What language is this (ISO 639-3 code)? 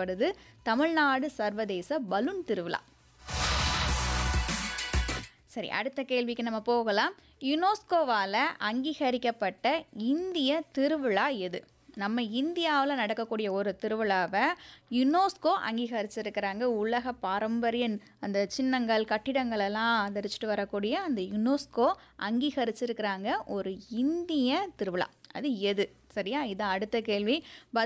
tam